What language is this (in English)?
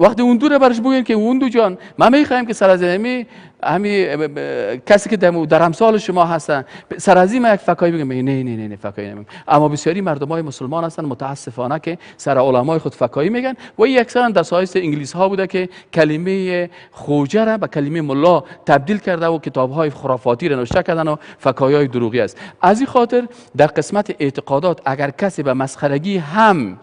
Persian